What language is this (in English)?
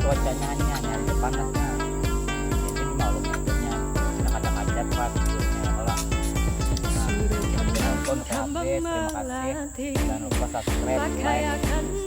Banjar